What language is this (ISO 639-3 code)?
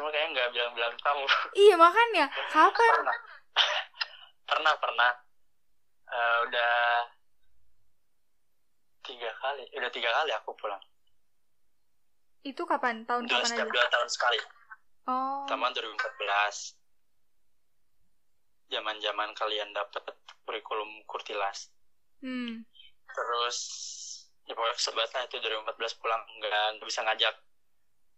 ind